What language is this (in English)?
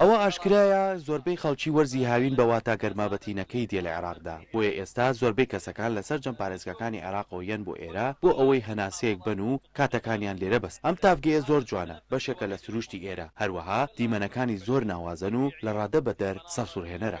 Central Kurdish